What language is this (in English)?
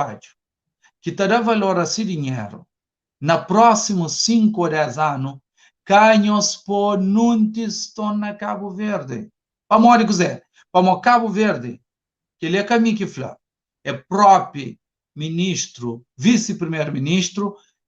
Kabuverdianu